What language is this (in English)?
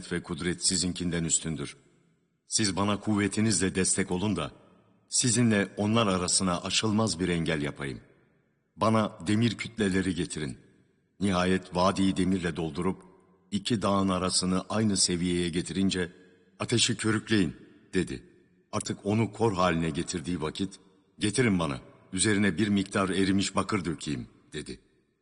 Turkish